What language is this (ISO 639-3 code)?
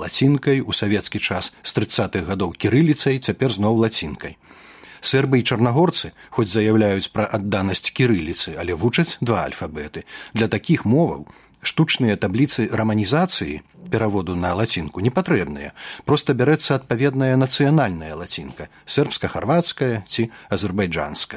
bel